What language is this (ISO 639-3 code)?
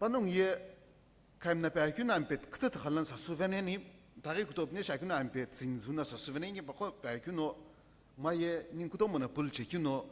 nsm